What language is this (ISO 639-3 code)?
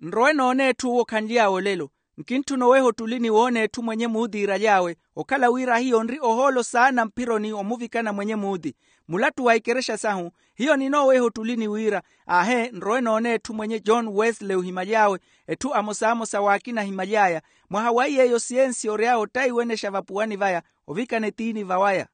vmw